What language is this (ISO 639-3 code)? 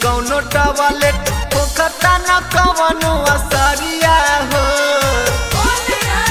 bho